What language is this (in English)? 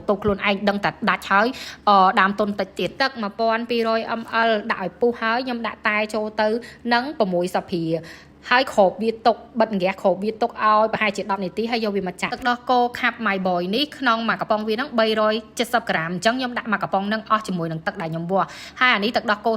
Khmer